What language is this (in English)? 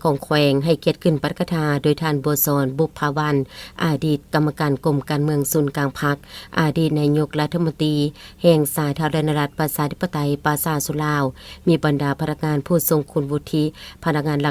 Lao